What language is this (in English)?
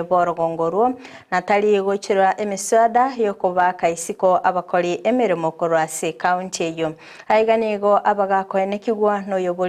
Gusii